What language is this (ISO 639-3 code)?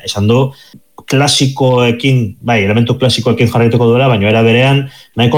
eus